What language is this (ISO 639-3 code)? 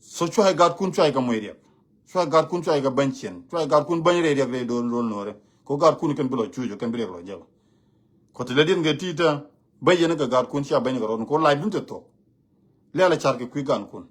nus